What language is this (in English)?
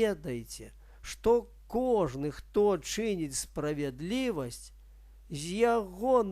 Belarusian